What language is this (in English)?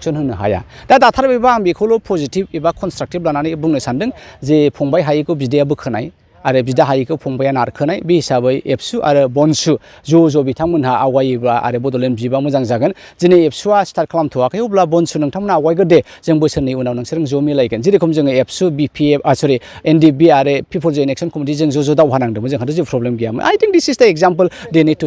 Bodo